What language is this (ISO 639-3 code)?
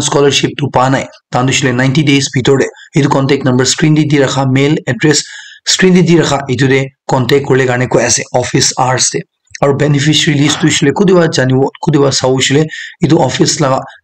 nag